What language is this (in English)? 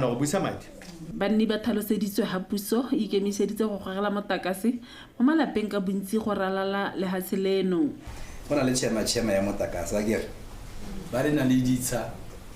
Tswana